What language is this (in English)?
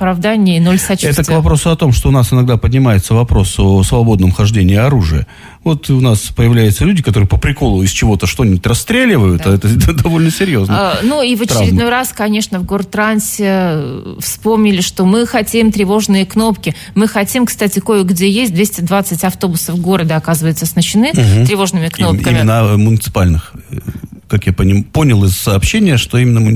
Russian